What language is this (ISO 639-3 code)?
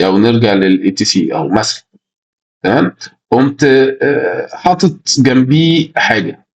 arz